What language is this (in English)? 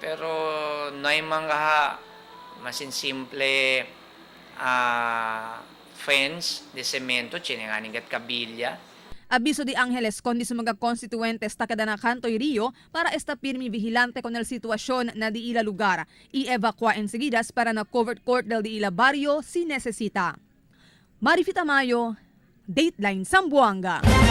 Chavacano